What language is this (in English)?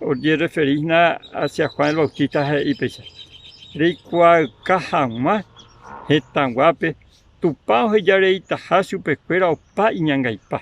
Guarani